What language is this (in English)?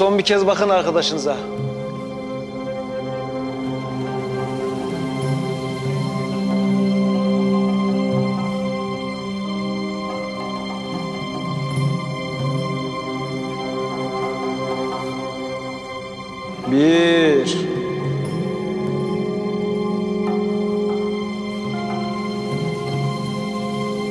Turkish